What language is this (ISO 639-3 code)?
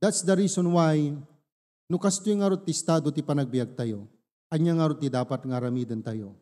ilo